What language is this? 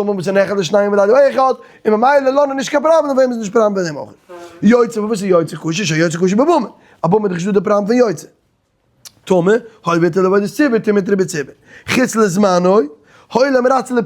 Yiddish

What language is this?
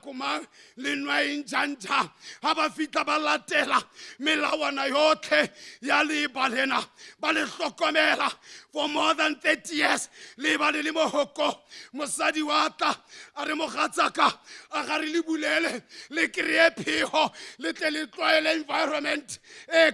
Tswana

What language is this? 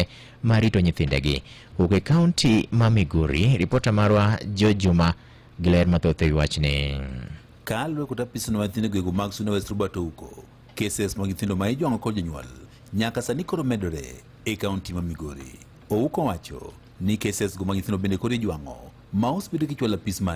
Luo (Kenya and Tanzania)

